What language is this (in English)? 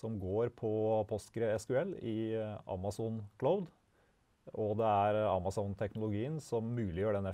Norwegian